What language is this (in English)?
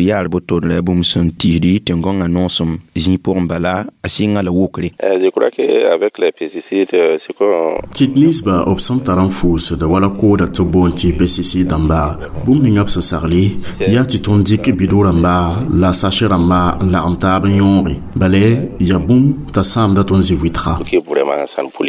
Mossi